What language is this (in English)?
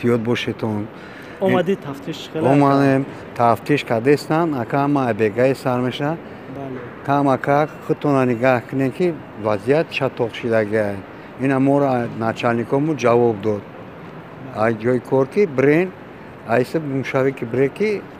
Tajik